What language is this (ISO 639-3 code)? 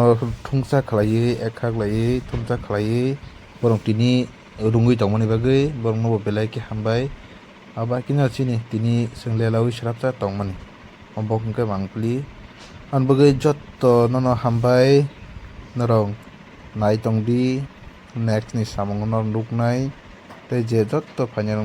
trp